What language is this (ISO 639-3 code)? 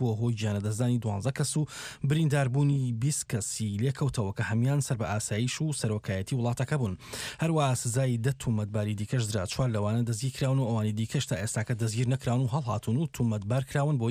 ckb